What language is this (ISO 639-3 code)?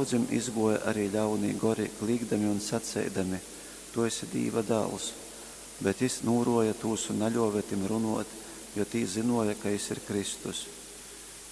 ltg